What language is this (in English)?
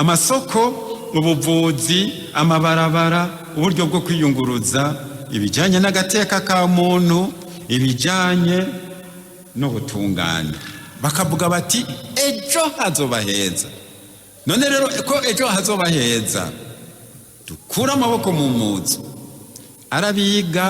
Rundi